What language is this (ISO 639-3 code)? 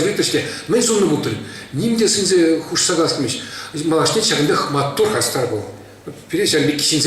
chv